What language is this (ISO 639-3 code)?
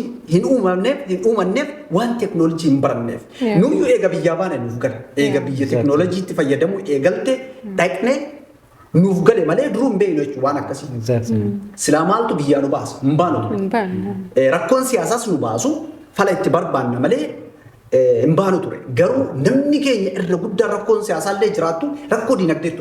orm